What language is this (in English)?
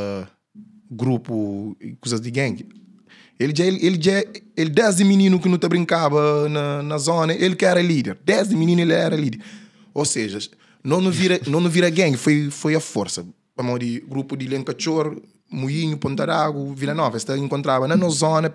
Kabuverdianu